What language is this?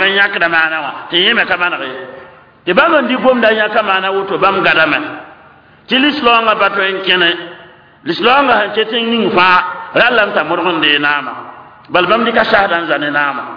Mossi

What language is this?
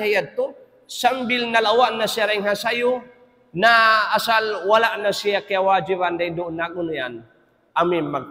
Tausug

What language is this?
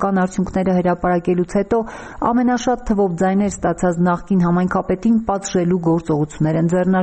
Armenian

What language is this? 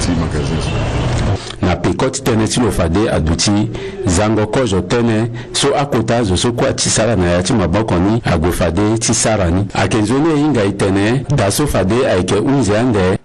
Sango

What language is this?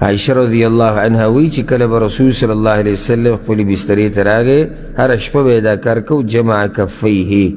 Pashto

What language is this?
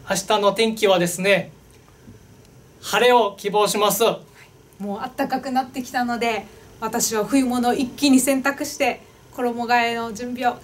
Japanese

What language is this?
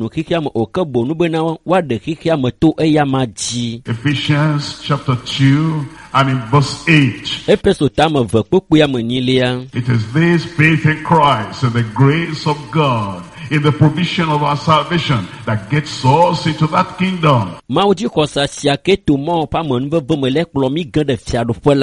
Ewe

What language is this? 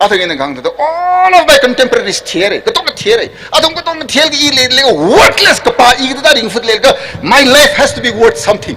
Tangkhul Naga (India)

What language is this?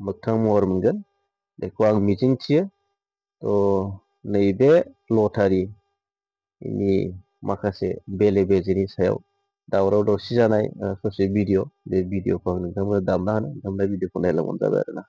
Bodo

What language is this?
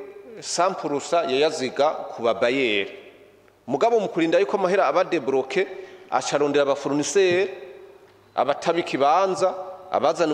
Rundi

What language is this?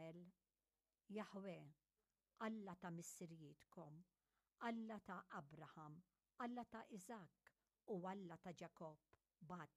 Maltese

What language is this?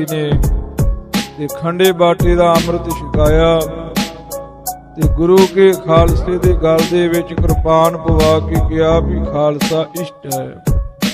Punjabi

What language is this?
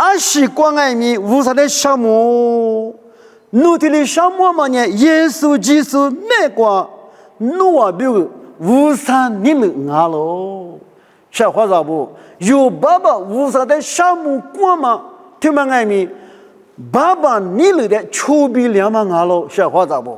Lisu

